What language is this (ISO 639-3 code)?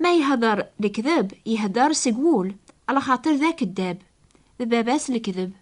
kab